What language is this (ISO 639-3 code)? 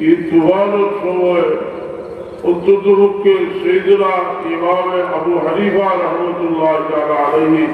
syl